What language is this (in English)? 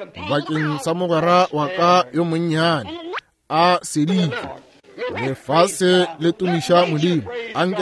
Northern Sotho